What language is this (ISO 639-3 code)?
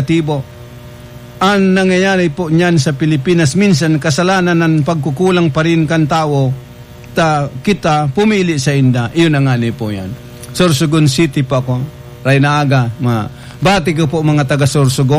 bik